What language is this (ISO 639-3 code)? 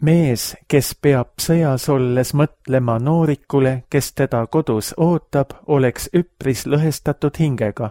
est